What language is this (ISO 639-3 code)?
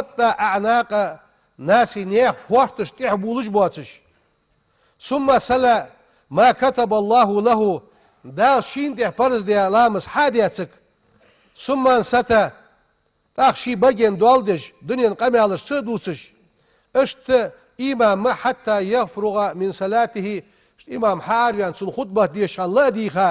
inh